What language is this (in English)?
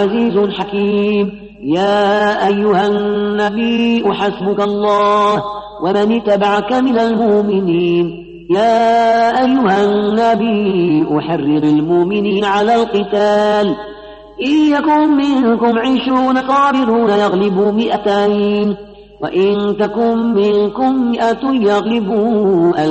Arabic